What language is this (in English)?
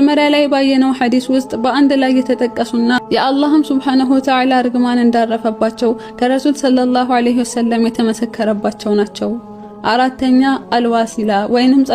Amharic